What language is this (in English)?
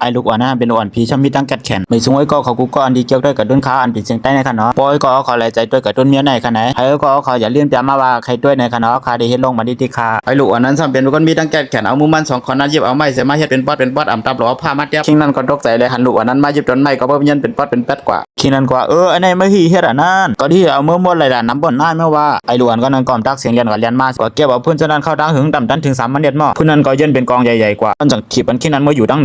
Shan